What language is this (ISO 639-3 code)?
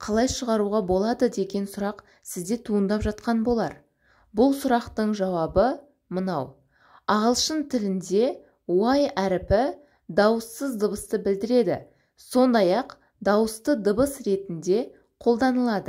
kaz